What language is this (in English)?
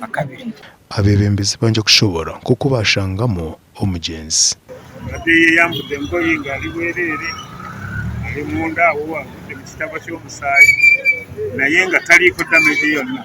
Nyankole